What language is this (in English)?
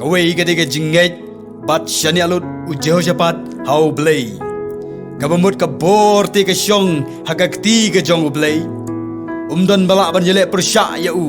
Khasi